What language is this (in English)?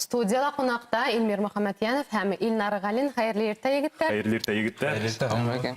Bashkir